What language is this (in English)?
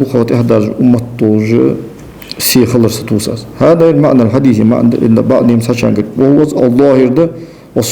Ingush